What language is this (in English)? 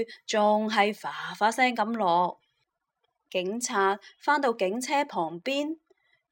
Cantonese